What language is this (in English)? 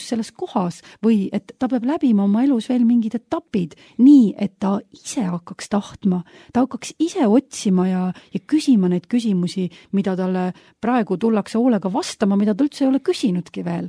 Estonian